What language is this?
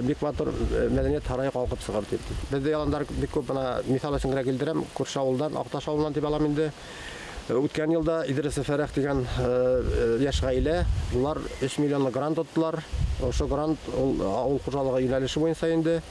Bashkir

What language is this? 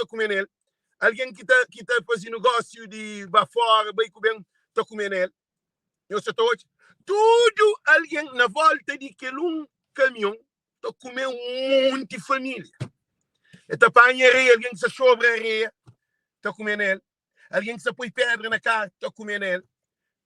Kabuverdianu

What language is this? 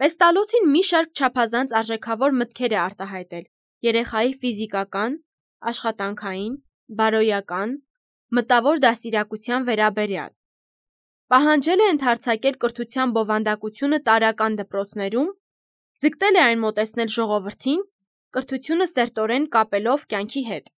Armenian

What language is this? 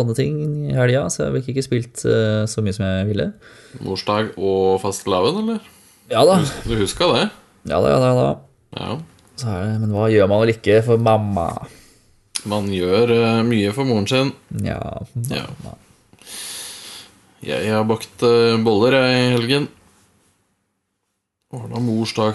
Norwegian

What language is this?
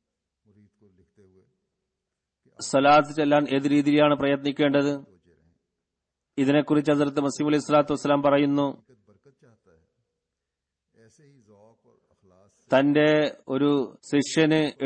Malayalam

